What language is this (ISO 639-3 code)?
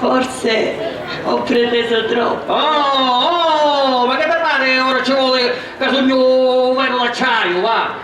scn